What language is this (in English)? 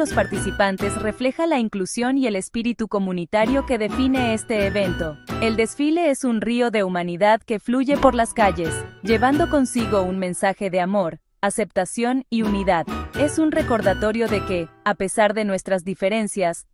Spanish